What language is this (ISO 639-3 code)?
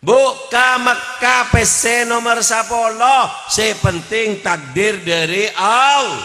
mad